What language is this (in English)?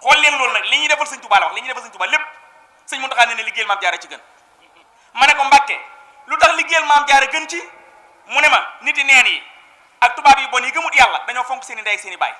Wolof